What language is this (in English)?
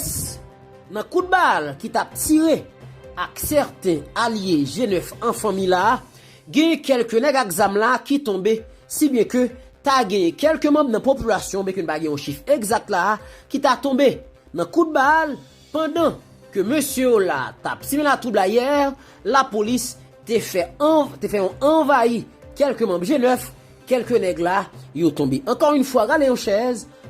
Haitian Creole